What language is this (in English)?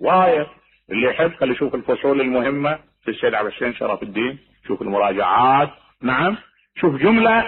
Mesopotamian Arabic